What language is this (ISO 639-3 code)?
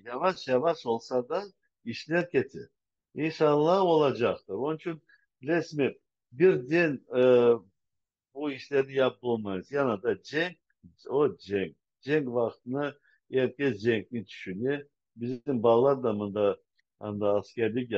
crh